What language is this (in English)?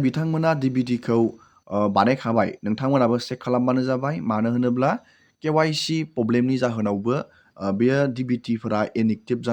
Bodo